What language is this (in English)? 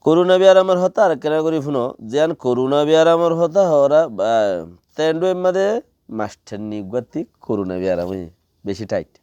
Rohingya